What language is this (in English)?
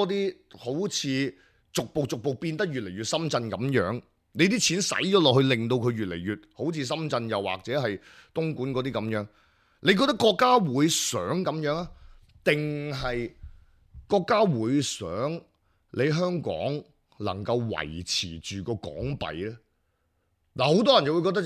Cantonese